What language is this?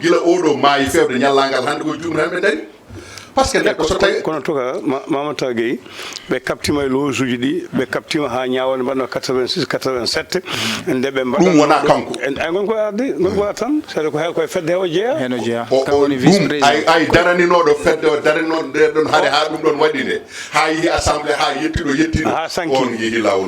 Fula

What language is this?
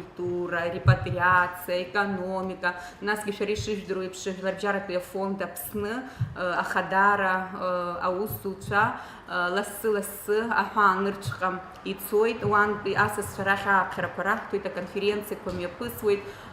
Abkhazian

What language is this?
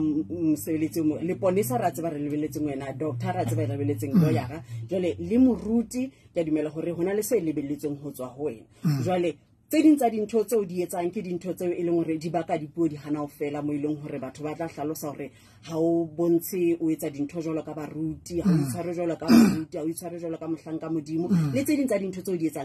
Southern Sotho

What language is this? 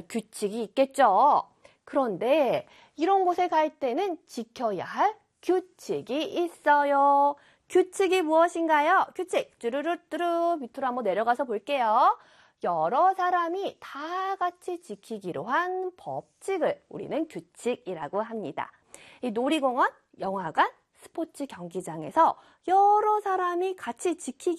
Korean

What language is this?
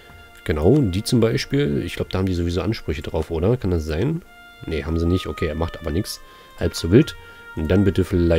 German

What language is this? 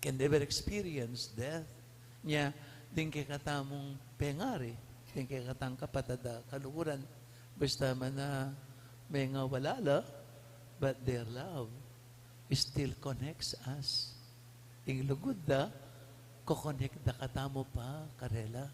Pampanga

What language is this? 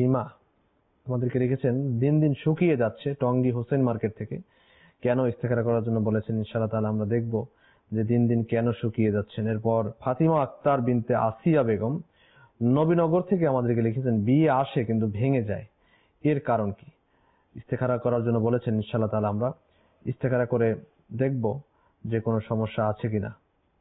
Bangla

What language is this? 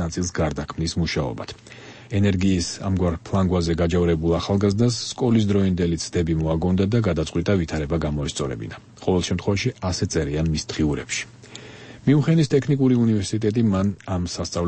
Georgian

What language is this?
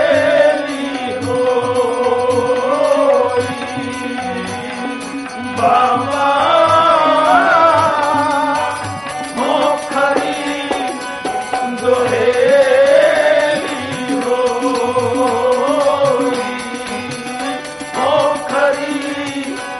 Punjabi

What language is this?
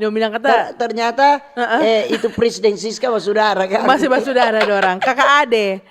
Manado Malay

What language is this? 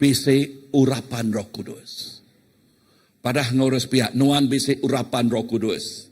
Iban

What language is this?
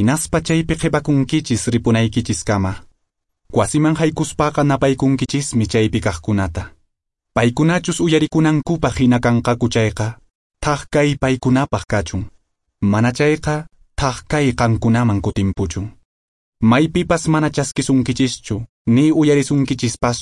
Quechua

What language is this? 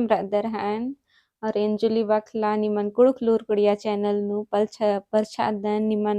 Kurukh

